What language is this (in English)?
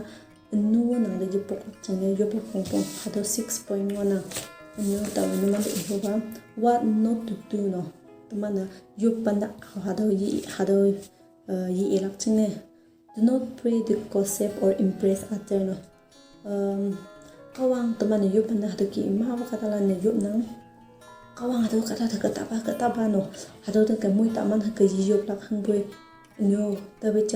Konyak Naga